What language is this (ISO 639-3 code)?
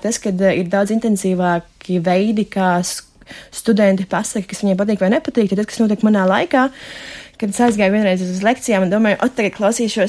lav